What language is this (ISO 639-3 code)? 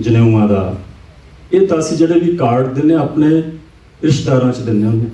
doi